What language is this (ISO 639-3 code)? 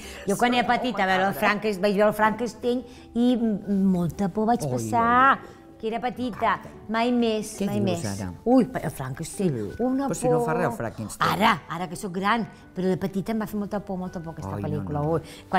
cat